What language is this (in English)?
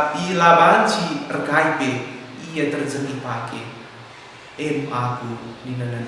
Batak Karo